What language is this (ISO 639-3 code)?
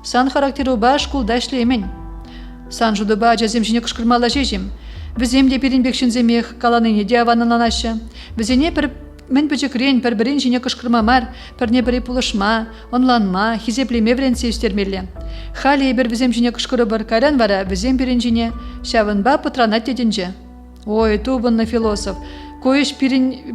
chv